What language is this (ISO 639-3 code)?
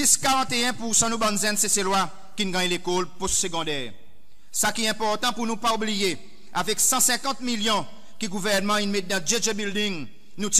crs